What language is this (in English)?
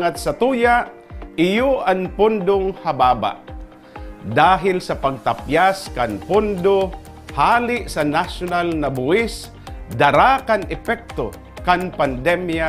Bikol